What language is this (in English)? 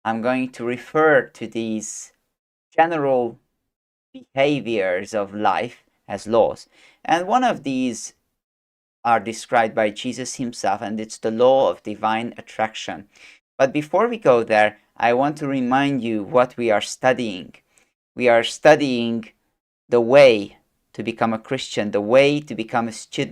English